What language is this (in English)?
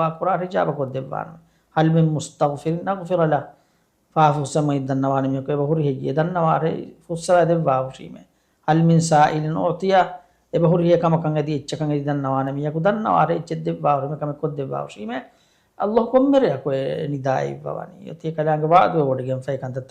Divehi